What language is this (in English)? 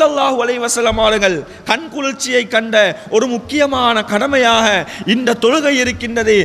Tamil